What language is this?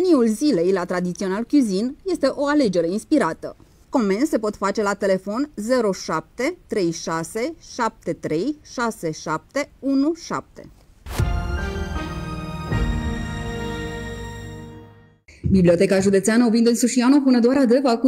Romanian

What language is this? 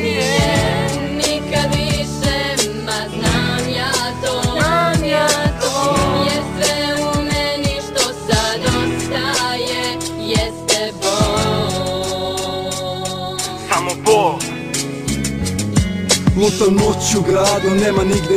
Serbian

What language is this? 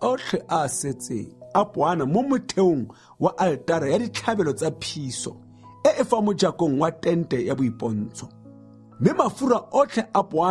Tswana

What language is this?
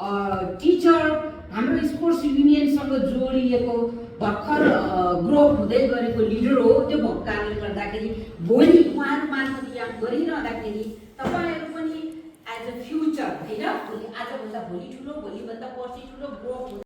Nepali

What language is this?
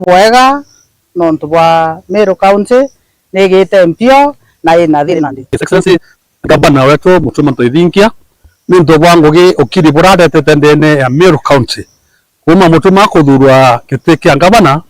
Meru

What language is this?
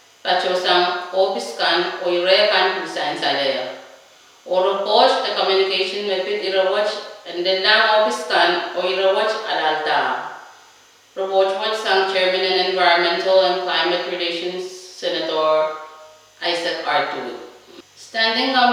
Pohnpeian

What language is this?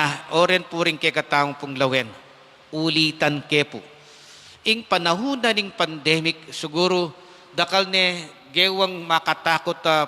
Pampanga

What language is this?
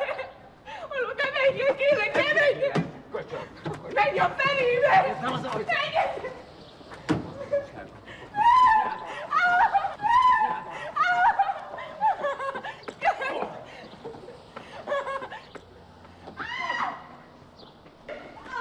Hungarian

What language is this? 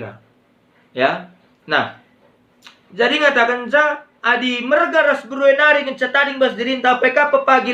Batak Karo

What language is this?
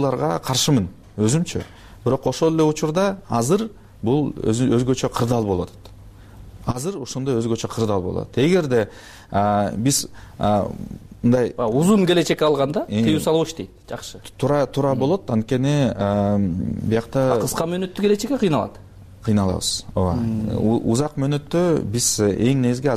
Kyrgyz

